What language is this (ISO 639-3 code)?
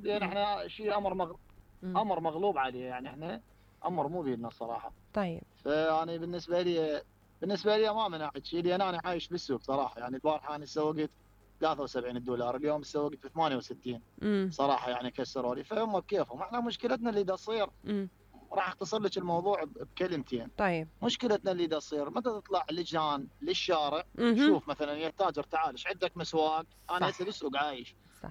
acm